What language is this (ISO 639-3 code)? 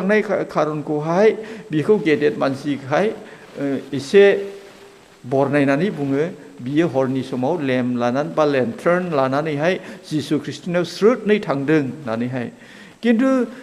brx